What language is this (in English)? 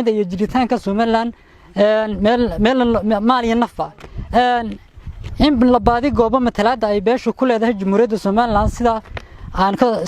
Somali